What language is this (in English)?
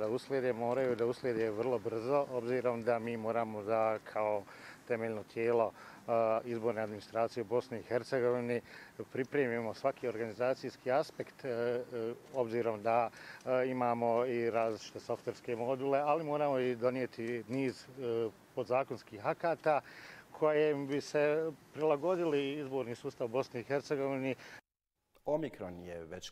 Bosnian